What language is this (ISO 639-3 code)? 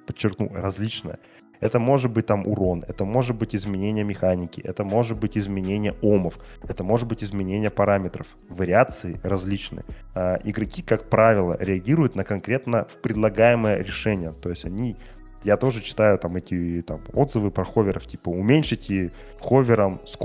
rus